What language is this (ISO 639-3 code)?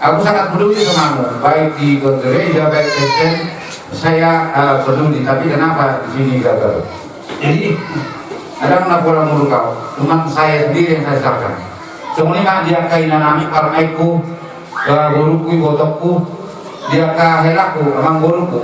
bbc